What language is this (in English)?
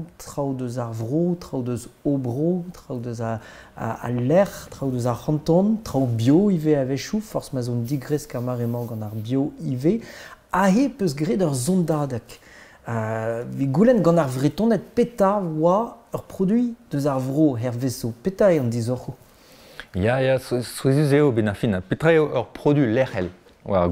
Breton